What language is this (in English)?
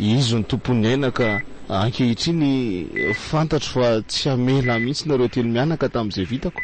Malagasy